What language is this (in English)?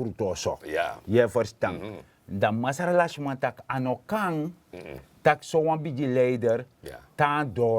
Sranan Tongo